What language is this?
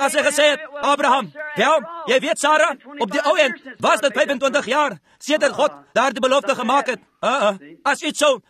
Afrikaans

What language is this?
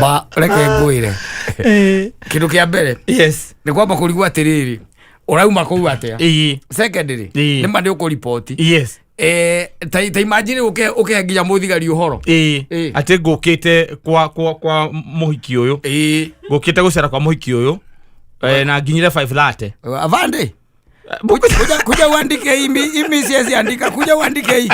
Kikuyu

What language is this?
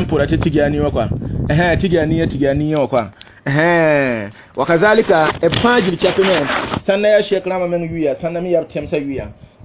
Mossi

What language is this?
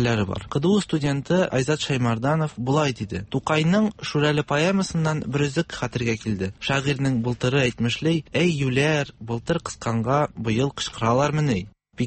Tatar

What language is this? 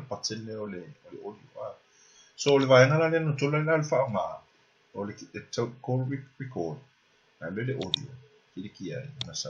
Samoan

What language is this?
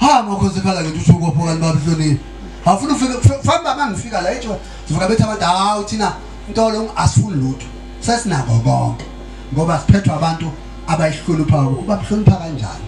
Zulu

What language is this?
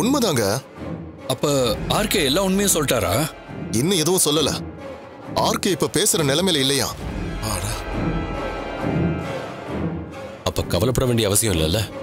Tamil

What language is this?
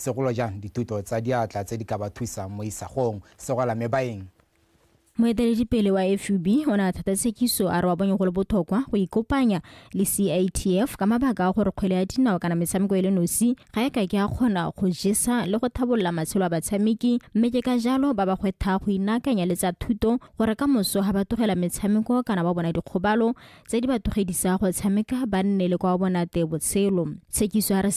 Tswana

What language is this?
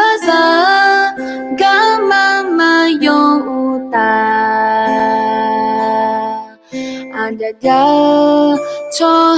Akha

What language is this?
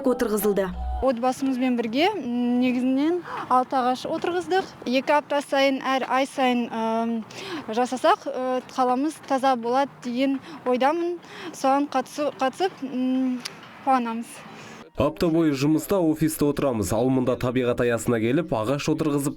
Kazakh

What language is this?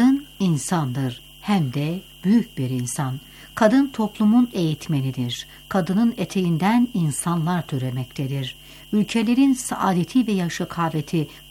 Turkish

